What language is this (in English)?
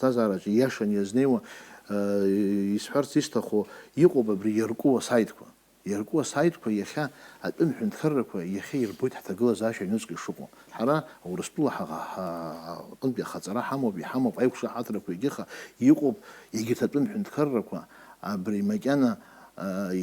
Abkhazian